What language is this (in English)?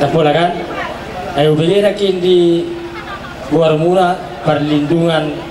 Batak Toba